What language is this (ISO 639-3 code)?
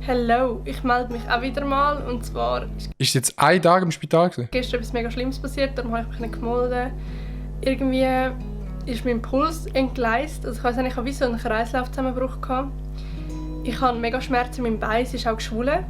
gsw